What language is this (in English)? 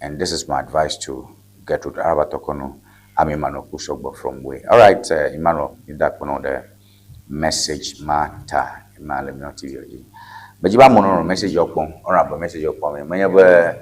Ewe